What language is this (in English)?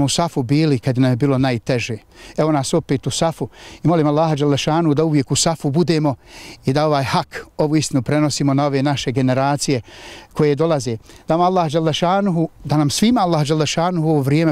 Bosnian